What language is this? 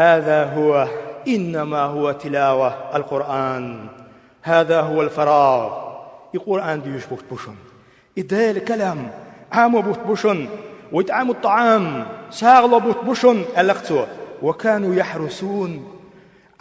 Chechen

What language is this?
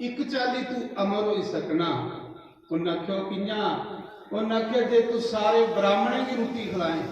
Dogri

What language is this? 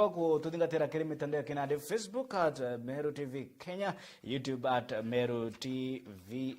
Meru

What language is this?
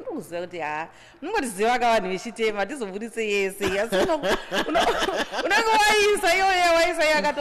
Shona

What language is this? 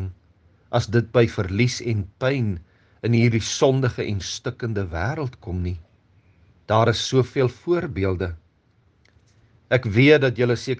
Afrikaans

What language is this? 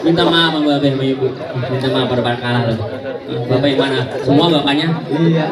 Betawi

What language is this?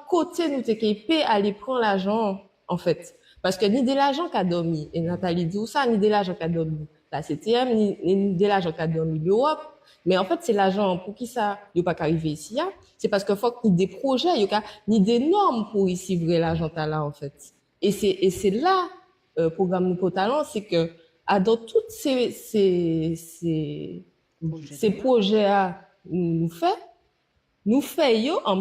Guadeloupean Creole French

